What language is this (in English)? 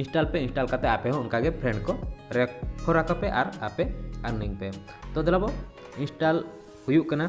Santali